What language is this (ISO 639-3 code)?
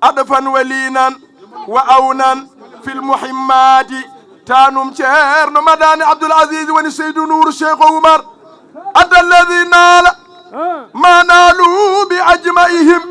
ful